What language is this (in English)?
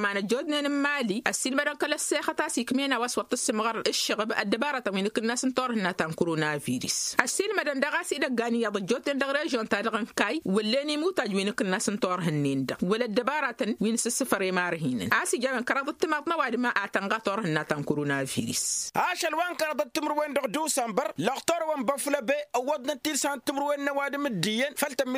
Tamasheq